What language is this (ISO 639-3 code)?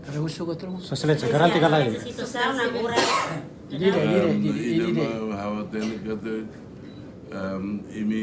tet